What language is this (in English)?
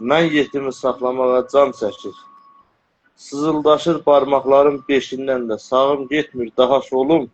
South Azerbaijani